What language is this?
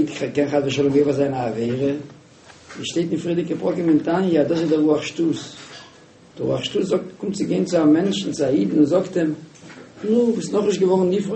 Yiddish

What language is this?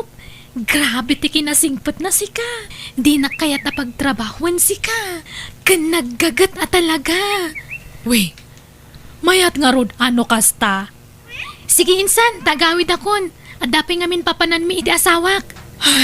Iloko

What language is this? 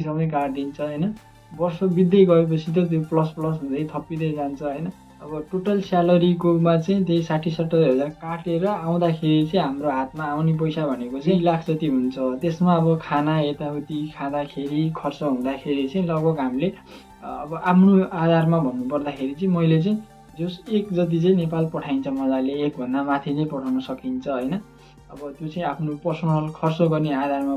Nepali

